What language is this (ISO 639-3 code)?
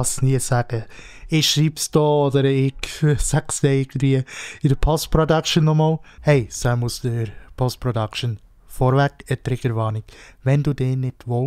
gsw